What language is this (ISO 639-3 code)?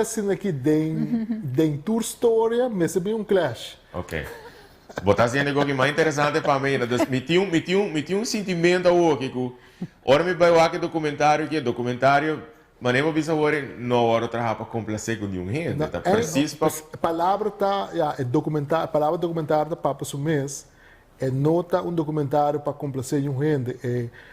pap